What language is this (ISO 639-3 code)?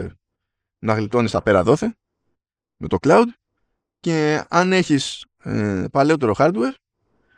ell